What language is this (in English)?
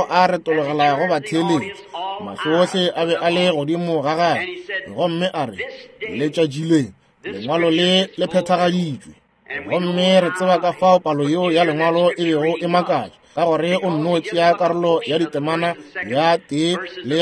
Northern Sotho